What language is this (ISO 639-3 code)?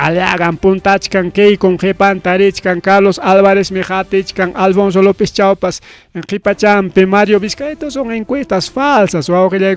quy